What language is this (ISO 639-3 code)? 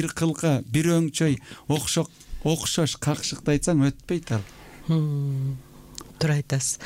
kir